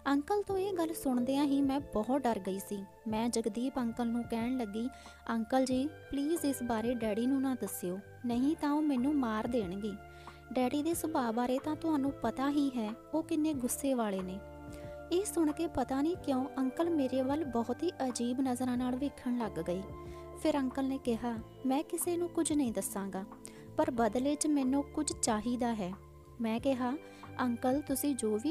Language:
Punjabi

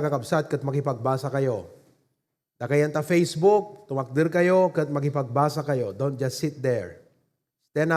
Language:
Iloko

